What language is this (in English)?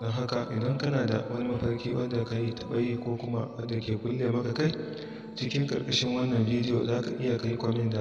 Hausa